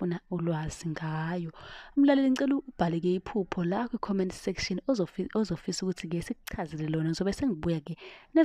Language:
Zulu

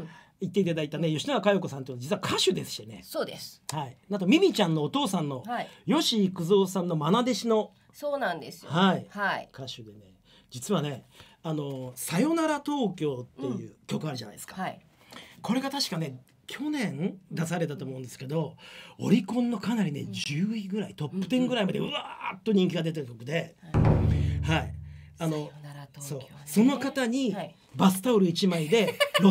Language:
Japanese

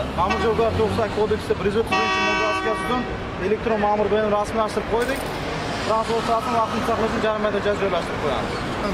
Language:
Uzbek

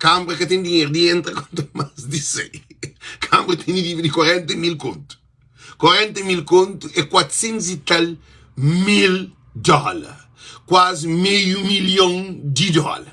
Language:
Kabuverdianu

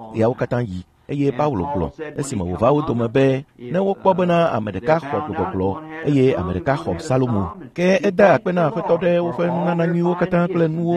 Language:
Ewe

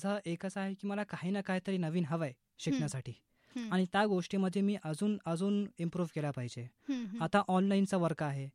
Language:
Marathi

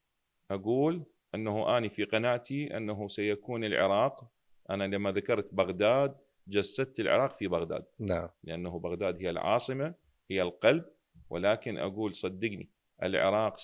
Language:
Mesopotamian Arabic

